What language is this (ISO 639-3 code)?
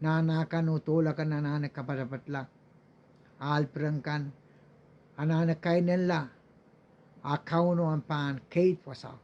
pon